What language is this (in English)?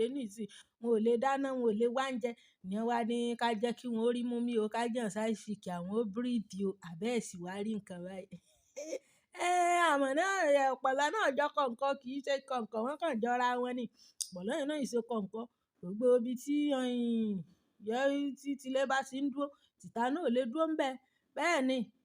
Yoruba